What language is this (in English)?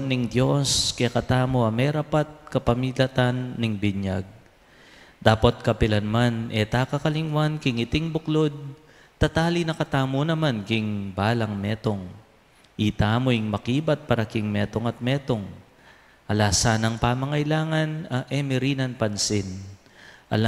Pampanga